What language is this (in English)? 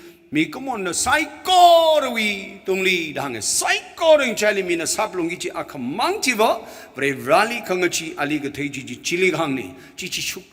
Tangkhul Naga (India)